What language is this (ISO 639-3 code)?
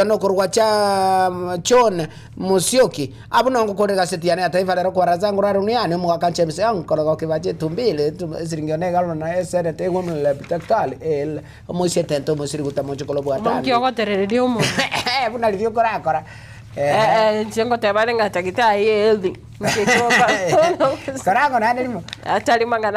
guz